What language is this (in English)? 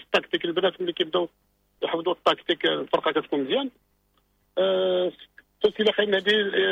Moroccan Arabic